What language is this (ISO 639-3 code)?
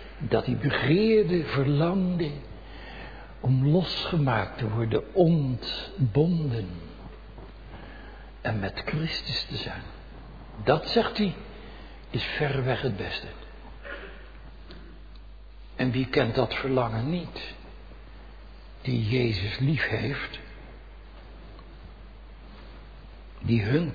nld